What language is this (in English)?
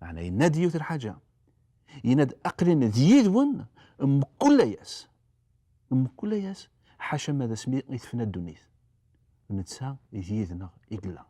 Kabyle